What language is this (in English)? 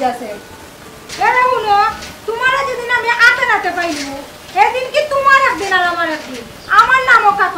Sylheti